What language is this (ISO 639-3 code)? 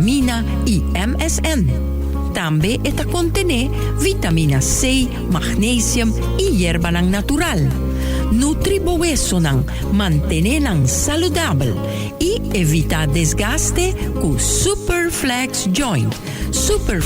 pap